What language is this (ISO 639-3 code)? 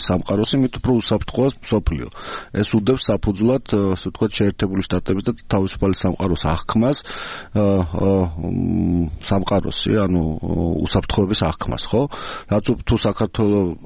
kat